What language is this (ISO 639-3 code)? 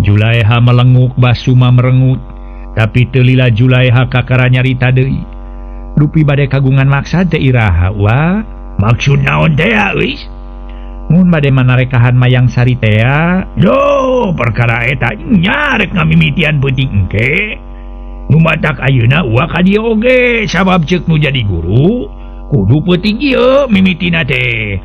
sun